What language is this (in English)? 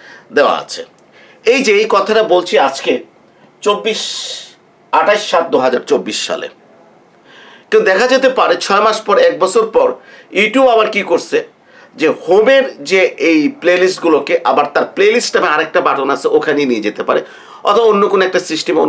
Bangla